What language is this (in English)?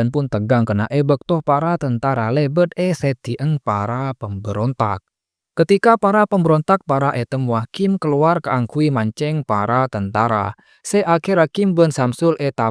Madurese